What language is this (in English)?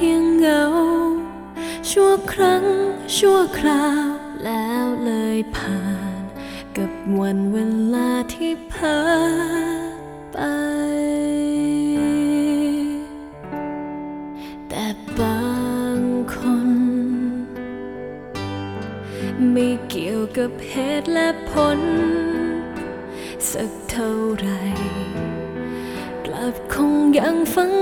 Thai